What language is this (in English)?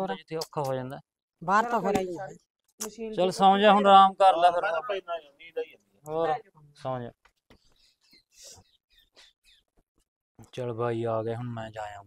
Punjabi